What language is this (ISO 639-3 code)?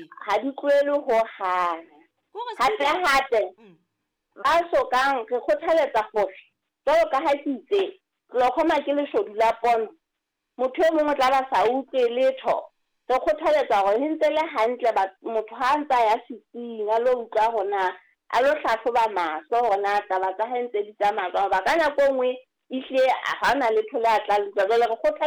sot